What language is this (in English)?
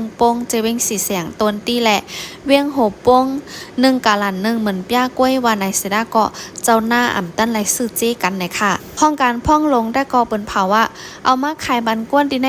Shan